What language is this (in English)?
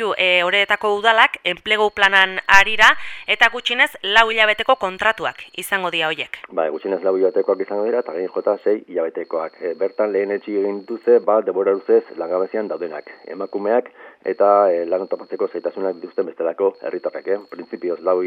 Basque